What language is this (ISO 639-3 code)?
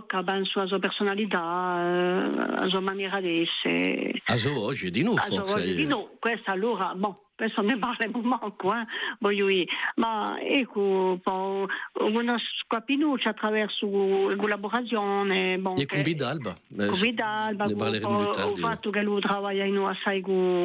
cos